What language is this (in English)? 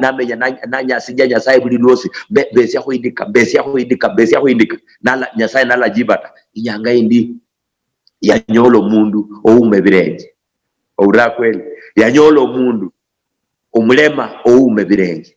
Luyia